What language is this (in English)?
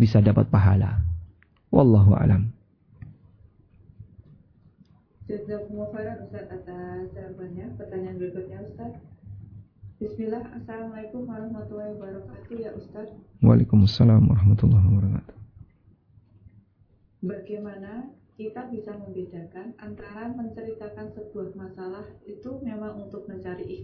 Indonesian